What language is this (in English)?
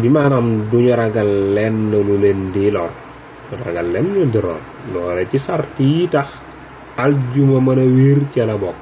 Wolof